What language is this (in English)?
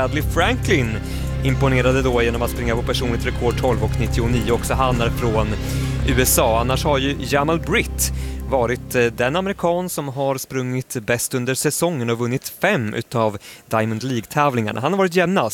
Swedish